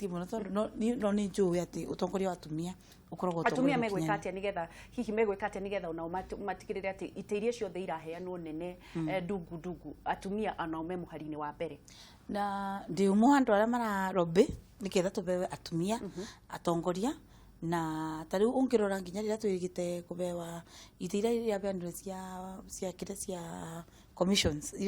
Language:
Kikuyu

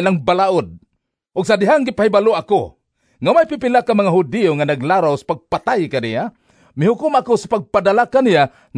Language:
Cebuano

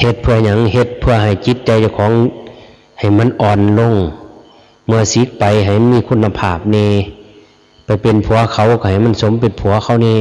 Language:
Lao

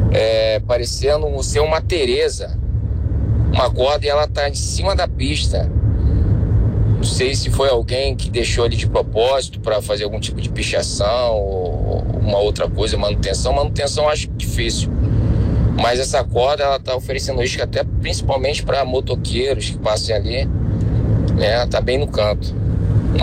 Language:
Portuguese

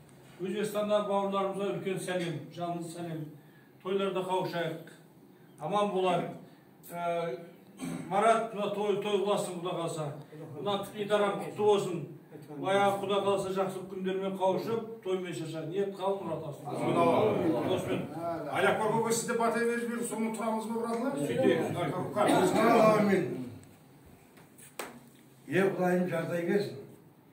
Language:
Kazakh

